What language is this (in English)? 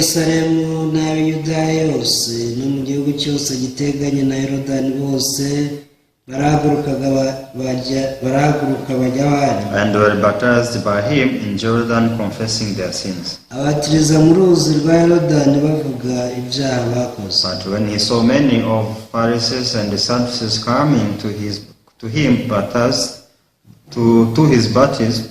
Kinyarwanda